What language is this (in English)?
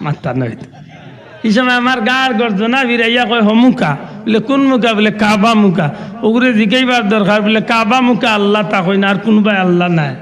Sylheti